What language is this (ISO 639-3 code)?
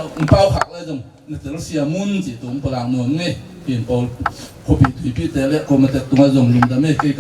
ctd